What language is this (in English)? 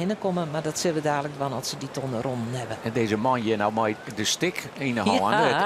Western Frisian